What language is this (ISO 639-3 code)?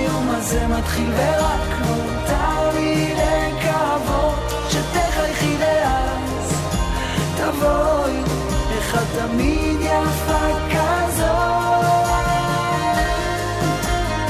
heb